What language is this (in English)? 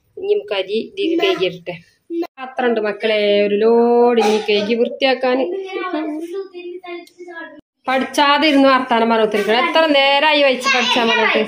Malayalam